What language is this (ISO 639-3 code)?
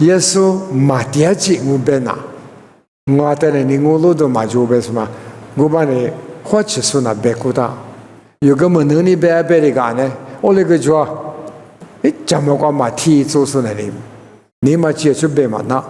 lis